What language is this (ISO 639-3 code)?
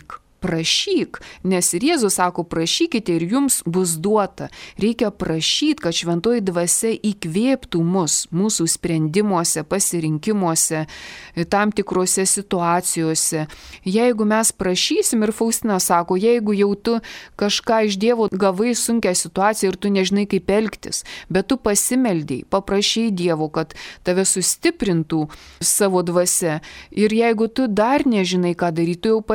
lit